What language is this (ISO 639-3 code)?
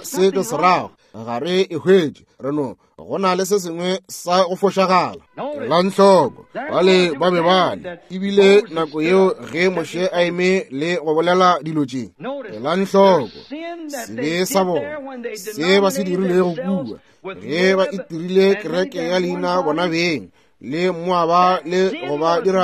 nso